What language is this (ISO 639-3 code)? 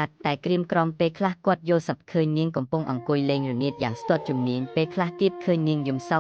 khm